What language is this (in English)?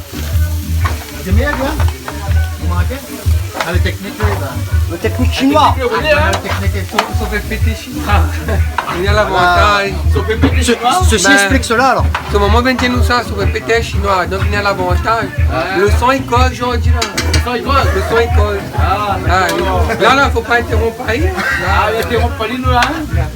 Réunion Creole French